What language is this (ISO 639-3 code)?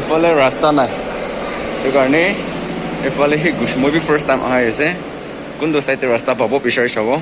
nag